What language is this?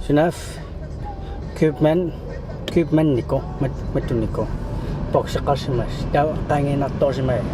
Kalaallisut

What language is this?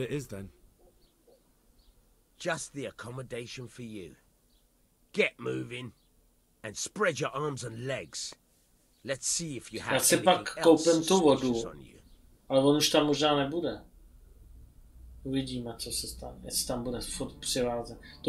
Czech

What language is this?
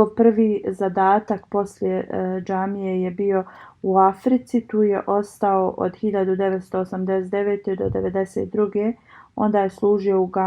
Bosnian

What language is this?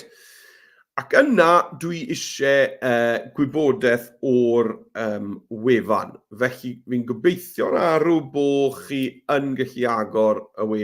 Welsh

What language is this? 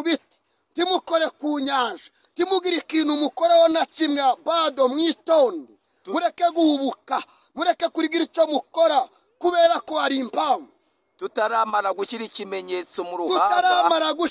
Kinyarwanda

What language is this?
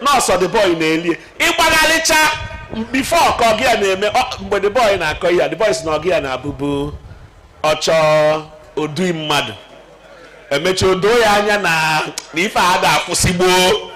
Igbo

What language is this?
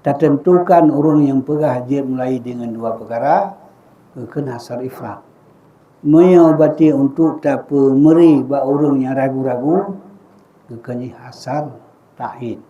Achinese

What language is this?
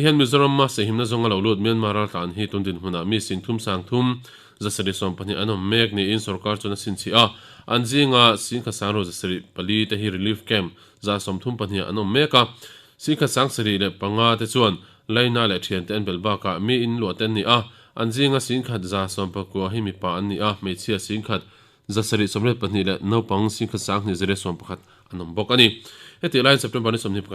Mizo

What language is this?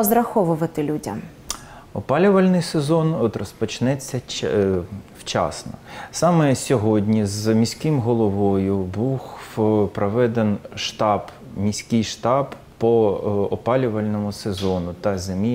Ukrainian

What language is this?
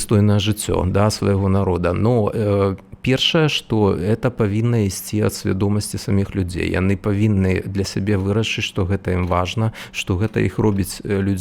Belarusian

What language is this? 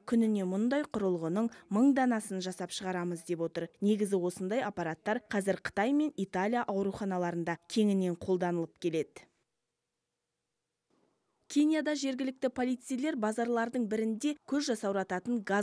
Kazakh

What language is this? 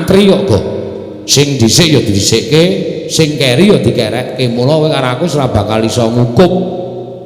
Javanese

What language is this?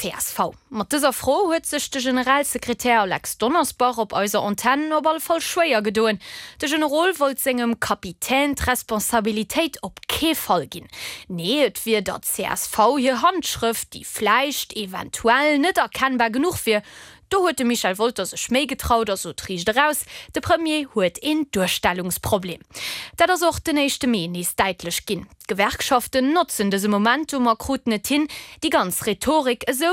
Luxembourgish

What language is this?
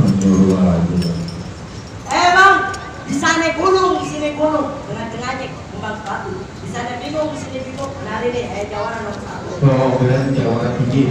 Betawi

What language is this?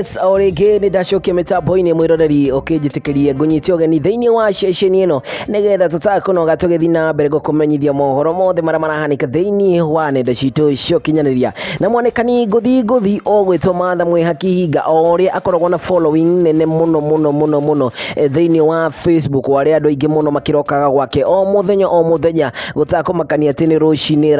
Kikuyu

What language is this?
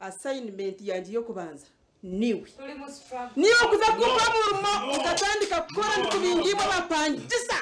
Nyankole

